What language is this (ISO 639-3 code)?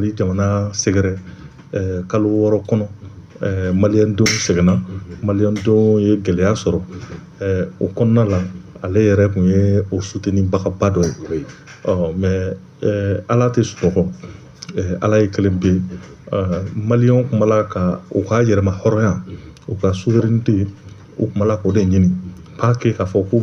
bam